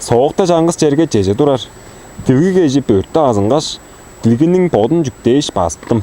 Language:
Tuvinian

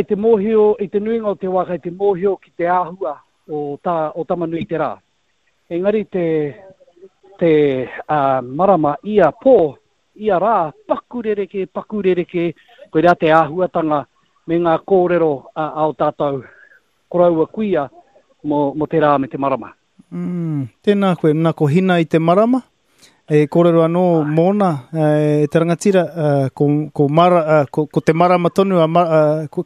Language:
Māori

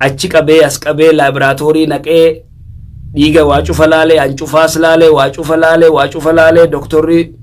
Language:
Oromo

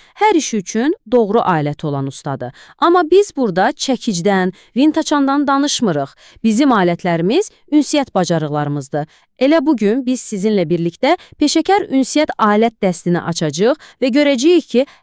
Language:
Azerbaijani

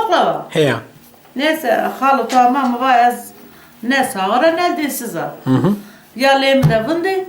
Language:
Zaza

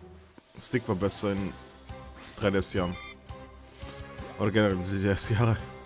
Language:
German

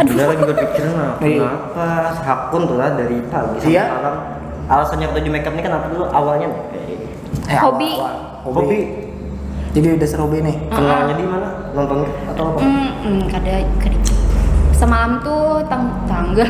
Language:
Banjar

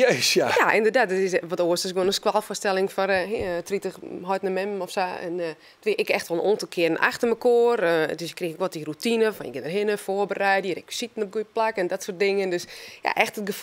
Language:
Western Frisian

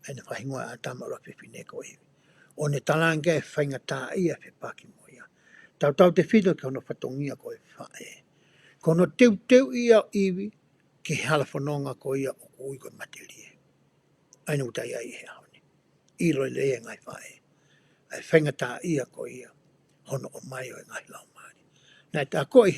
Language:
Tongan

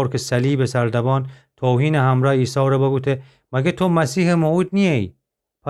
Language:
Gilaki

